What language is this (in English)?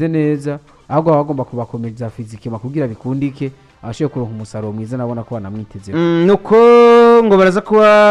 Rundi